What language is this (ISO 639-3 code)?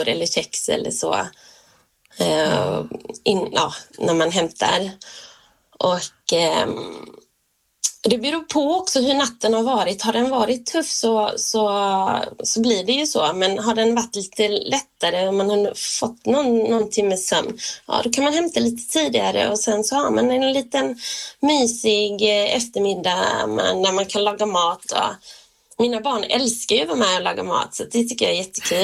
swe